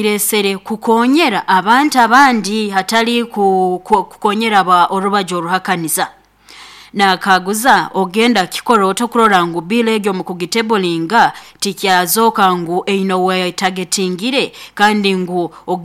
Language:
Nyankole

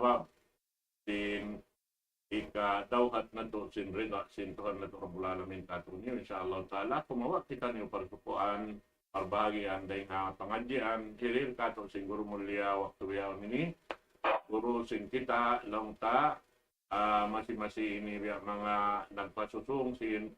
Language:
Tausug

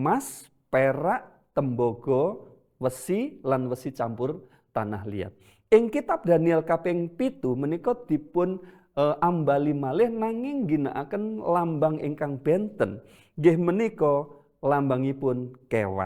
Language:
Javanese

